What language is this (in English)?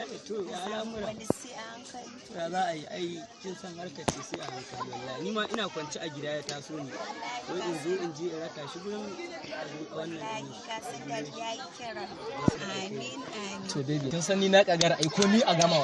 Hausa